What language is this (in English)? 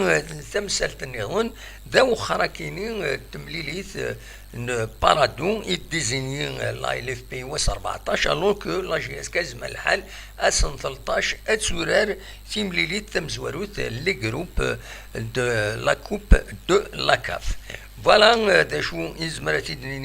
Kabyle